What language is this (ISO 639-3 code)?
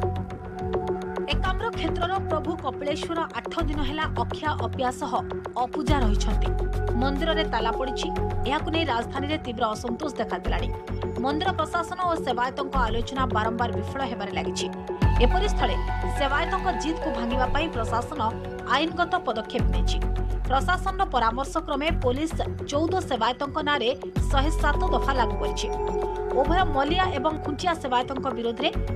ori